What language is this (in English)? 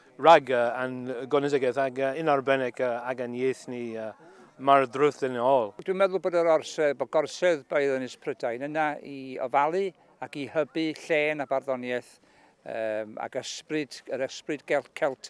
Welsh